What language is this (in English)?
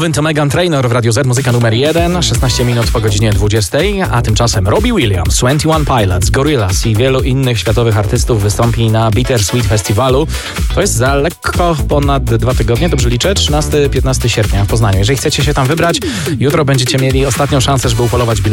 Polish